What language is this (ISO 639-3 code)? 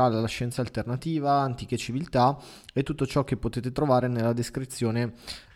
ita